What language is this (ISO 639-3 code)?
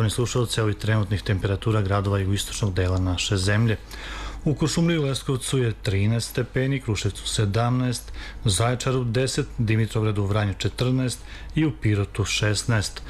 srp